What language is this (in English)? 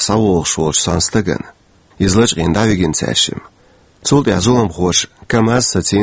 Chechen